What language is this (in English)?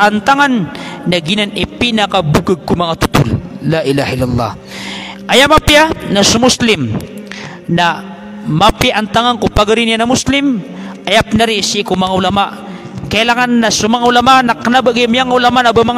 Maranao